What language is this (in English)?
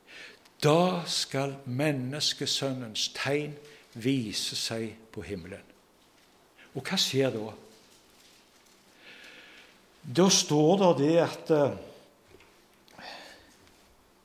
Norwegian